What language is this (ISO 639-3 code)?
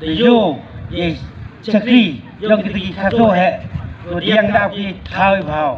kha